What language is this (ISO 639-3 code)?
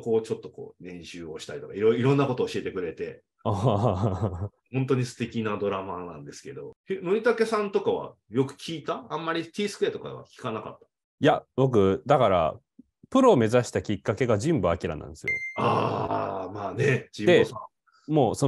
jpn